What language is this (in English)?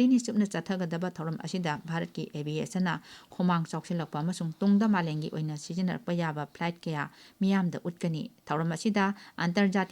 Manipuri